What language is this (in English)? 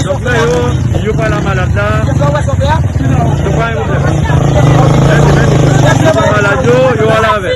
Haitian Creole